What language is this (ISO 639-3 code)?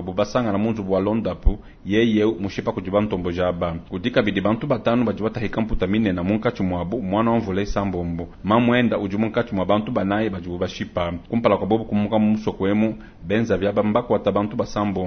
lua